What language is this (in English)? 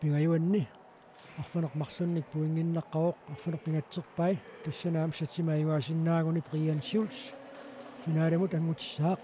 Kalaallisut